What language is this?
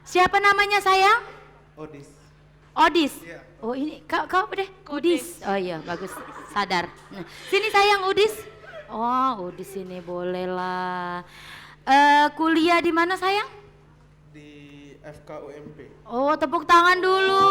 Musi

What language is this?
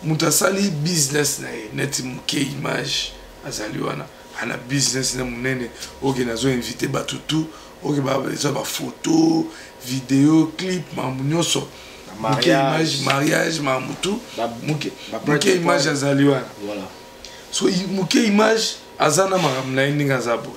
Lingala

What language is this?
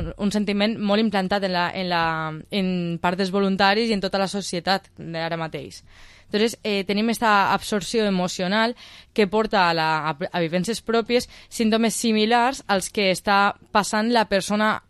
Catalan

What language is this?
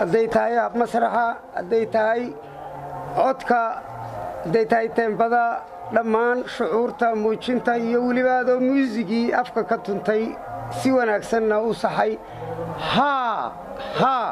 Somali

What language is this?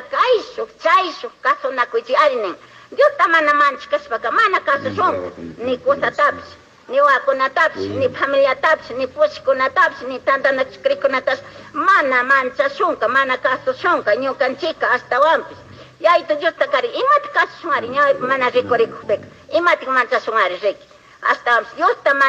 Chimborazo Highland Quichua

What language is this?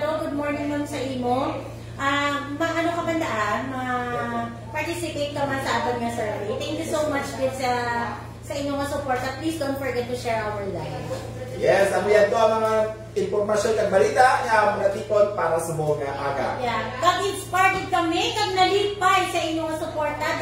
Hiligaynon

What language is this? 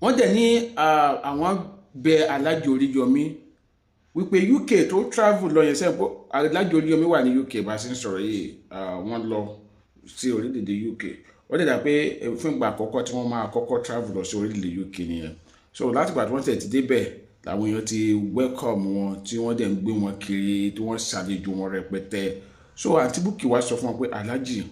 Yoruba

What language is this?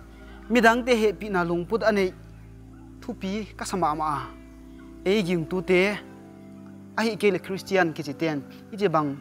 Paite Chin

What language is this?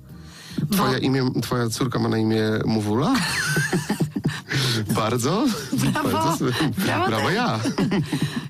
Polish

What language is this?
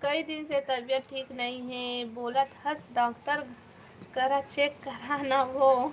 Chhattisgarhi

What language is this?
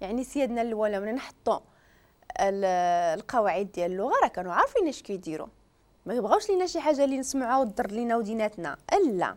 Moroccan Arabic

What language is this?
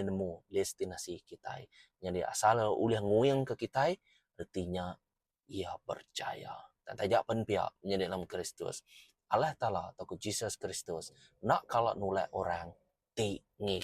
Iban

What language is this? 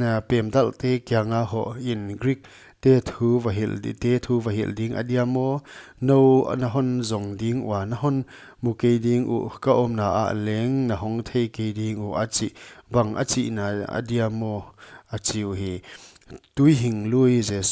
Paite Chin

